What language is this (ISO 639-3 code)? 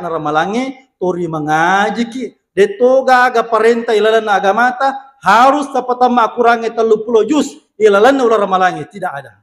bug